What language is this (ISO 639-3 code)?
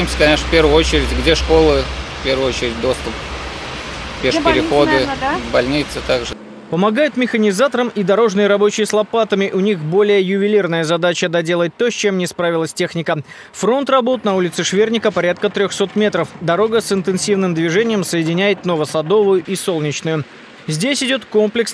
rus